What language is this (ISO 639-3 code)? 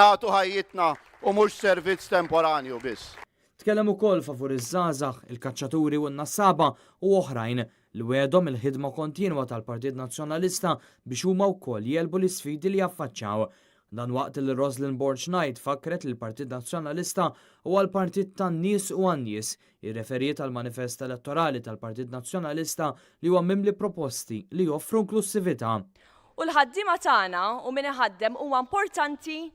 mlt